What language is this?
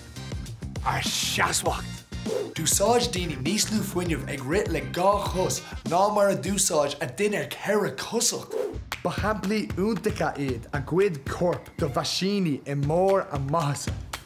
Irish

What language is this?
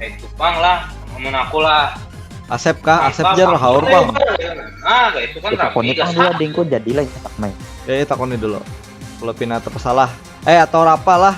Banjar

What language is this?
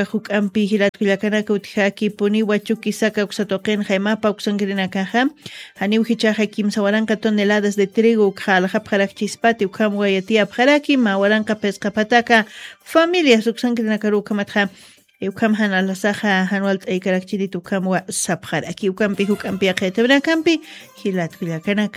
Aymara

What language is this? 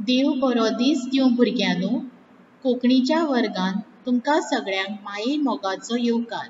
Konkani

